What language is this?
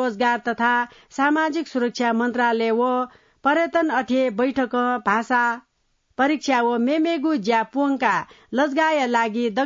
Newari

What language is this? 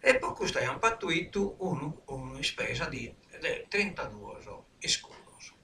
Sardinian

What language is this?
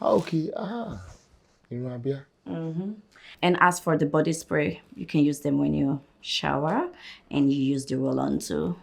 Nigerian Pidgin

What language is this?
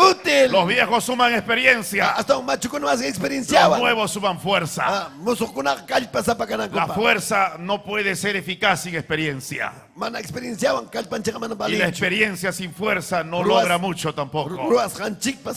Ayacucho Quechua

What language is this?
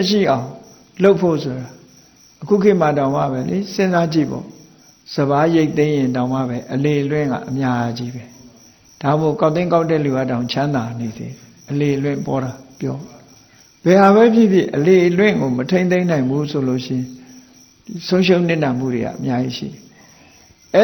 Burmese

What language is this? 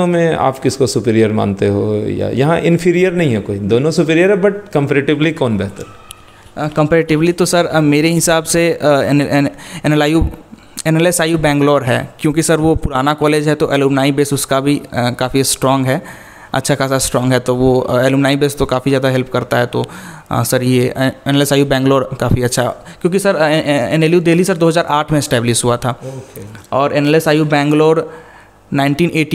Hindi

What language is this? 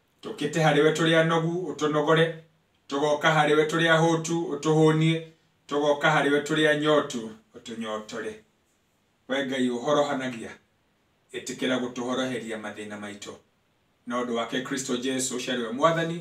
Kikuyu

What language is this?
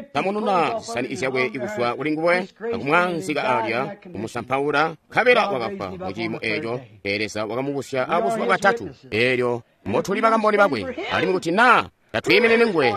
Tonga (Zambia)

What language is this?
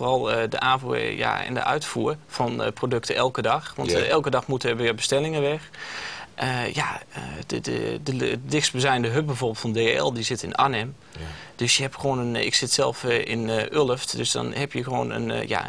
Dutch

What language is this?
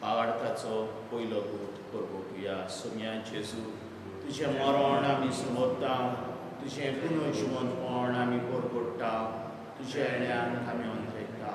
Konkani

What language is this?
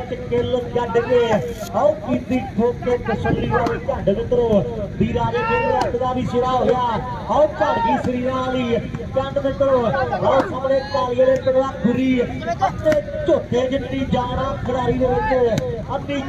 Punjabi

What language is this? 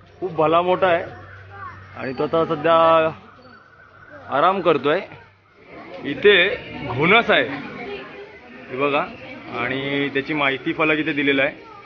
Marathi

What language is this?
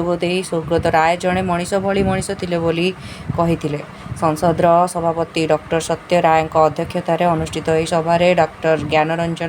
Odia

